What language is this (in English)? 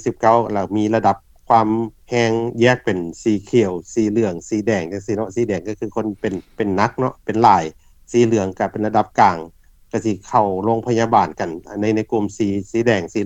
Lao